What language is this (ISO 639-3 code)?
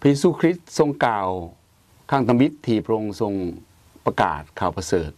lao